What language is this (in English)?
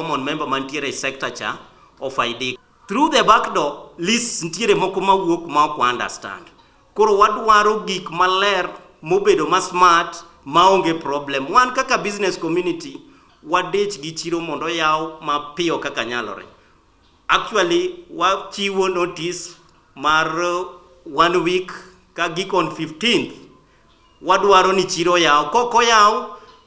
Luo (Kenya and Tanzania)